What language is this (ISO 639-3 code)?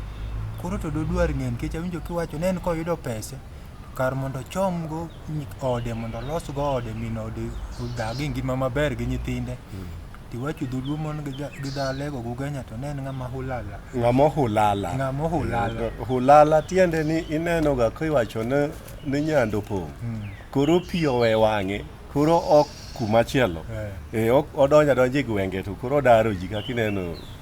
luo